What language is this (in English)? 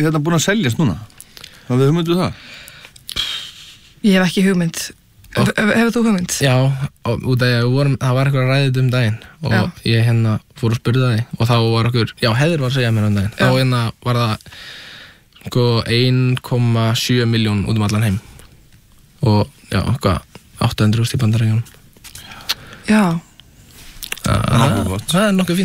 Icelandic